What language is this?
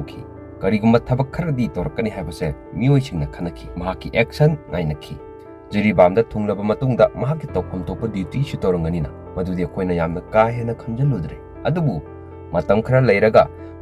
Manipuri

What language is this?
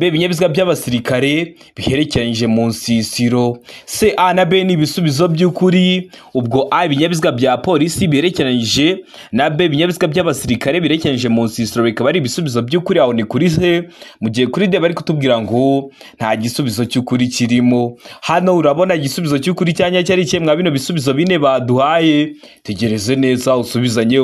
Kinyarwanda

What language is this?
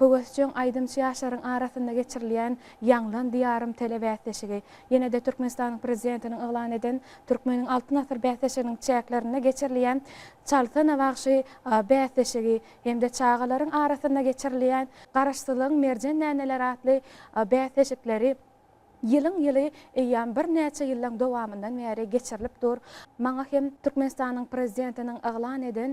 Turkmen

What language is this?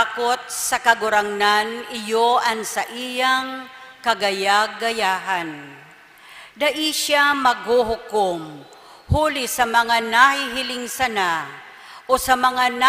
Bikol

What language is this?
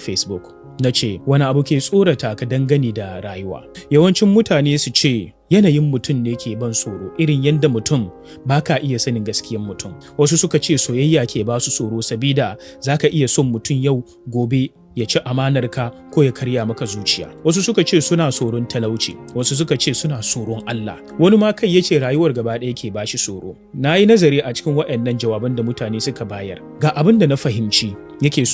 Hausa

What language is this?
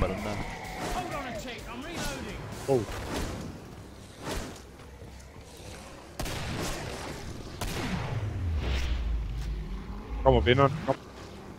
Danish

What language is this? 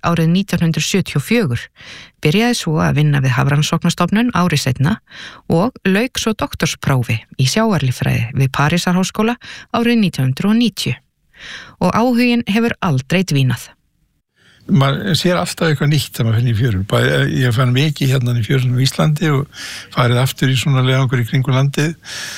Icelandic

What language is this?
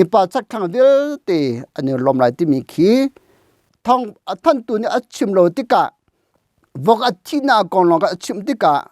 Hakha Chin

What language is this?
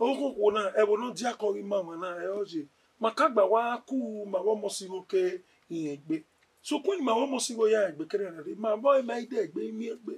Bini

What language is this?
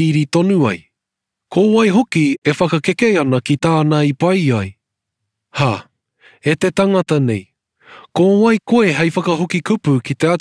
Māori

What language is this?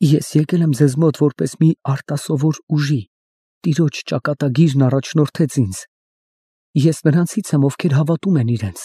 Armenian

